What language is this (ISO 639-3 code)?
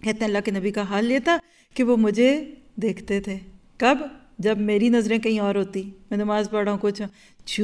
urd